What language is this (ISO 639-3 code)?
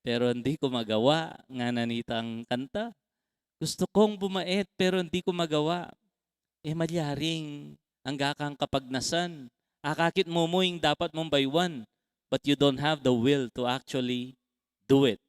pam